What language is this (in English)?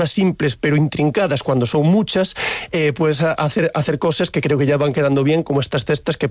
Spanish